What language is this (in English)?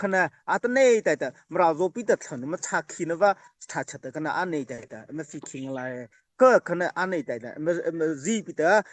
Mara Chin